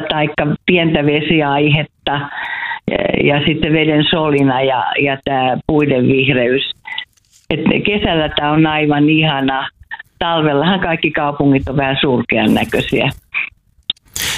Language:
Finnish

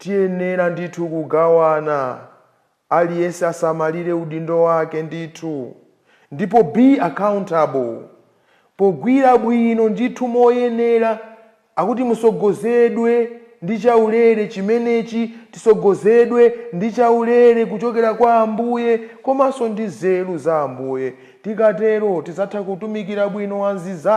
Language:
Nyanja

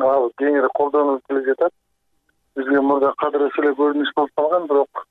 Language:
Kyrgyz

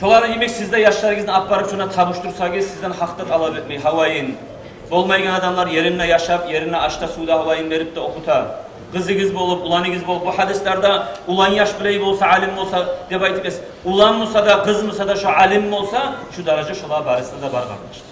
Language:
Kumyk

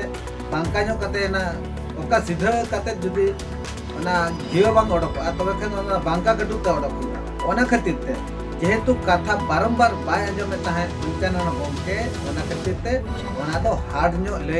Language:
Santali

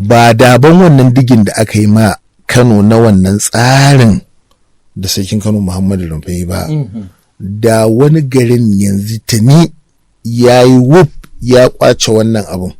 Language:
Hausa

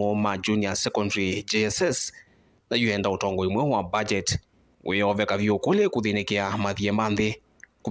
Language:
Kamba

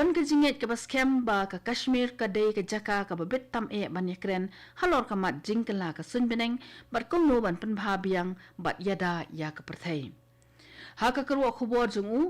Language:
Khasi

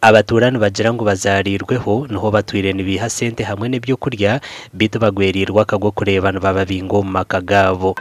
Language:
Nyankole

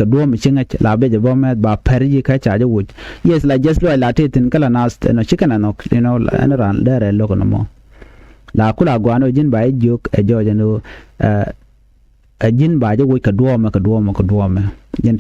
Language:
Nuer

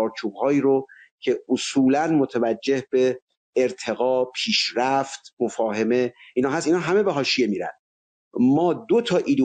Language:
Persian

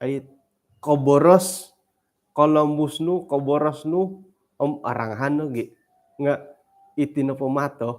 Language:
Central Dusun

